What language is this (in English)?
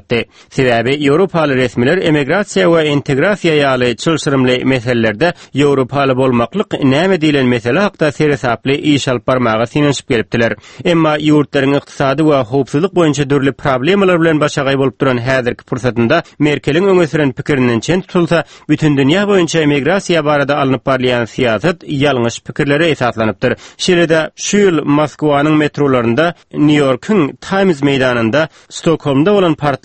Turkmen